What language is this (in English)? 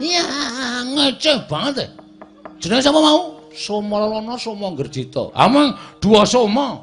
Javanese